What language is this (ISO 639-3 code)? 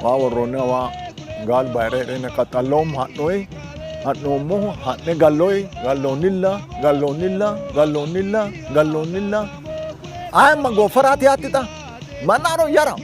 sid